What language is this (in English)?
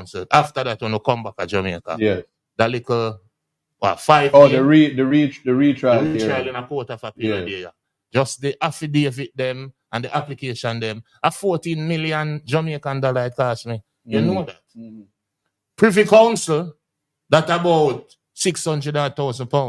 Jamaican Creole English